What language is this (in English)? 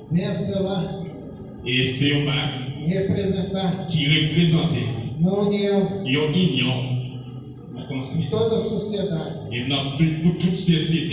Haitian Creole